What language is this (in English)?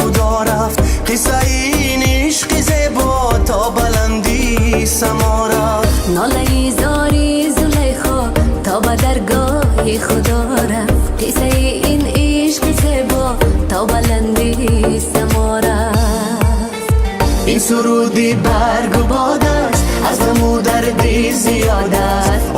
Tajik